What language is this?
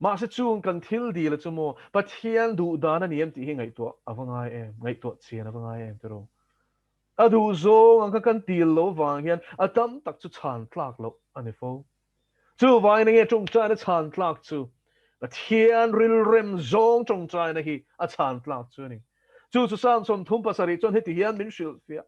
Mizo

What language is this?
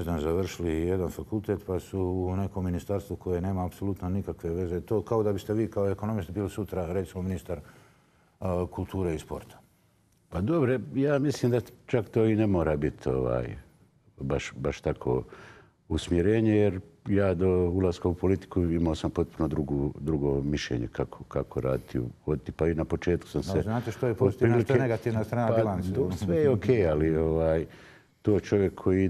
Bosnian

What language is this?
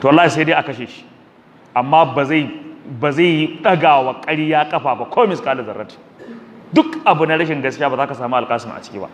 Hausa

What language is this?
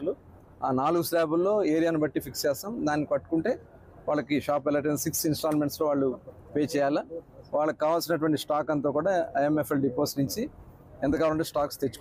Telugu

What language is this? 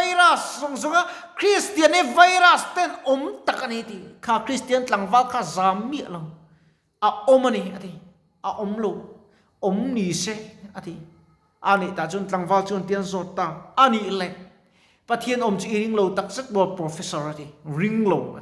Mizo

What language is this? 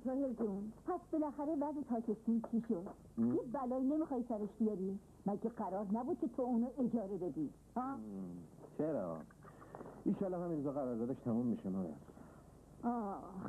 Persian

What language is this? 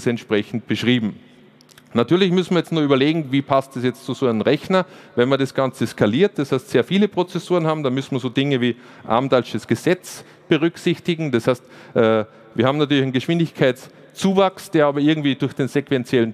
German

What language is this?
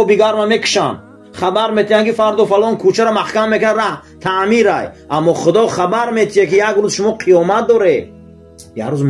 Tajik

